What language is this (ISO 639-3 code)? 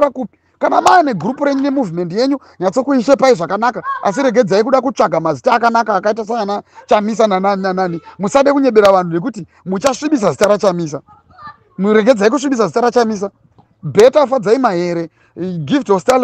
sna